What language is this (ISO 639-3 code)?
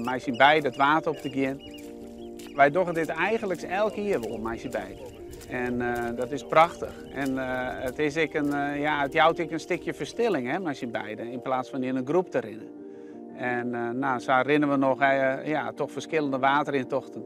fry